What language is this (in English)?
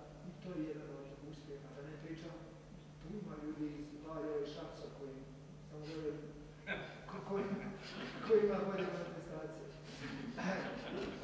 Serbian